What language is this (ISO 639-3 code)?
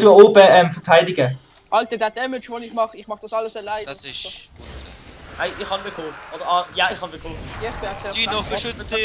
gsw